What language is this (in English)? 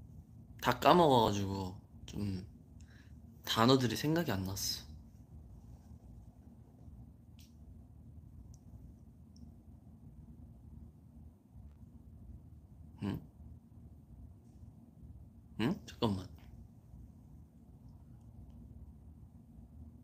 Korean